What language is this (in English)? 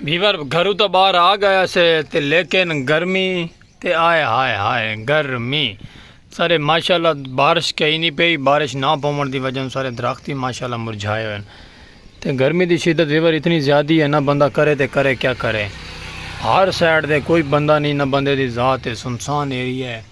Saraiki